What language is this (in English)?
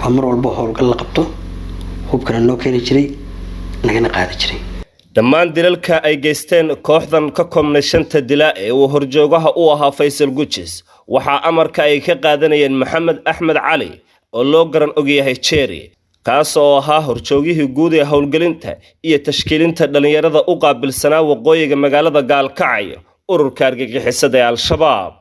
Somali